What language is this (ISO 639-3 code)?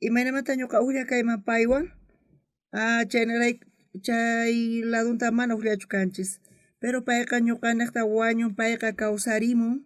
quh